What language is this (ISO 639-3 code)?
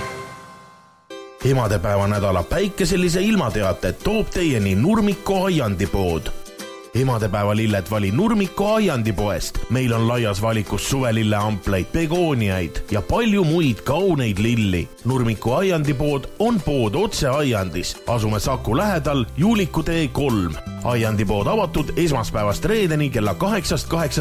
est